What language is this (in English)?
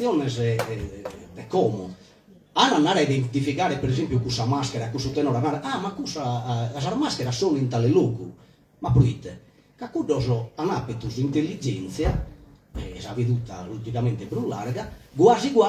Sardinian